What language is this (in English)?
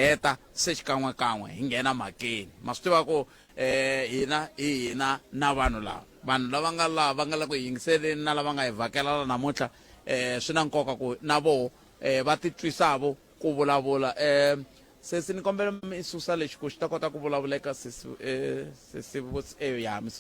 Tsonga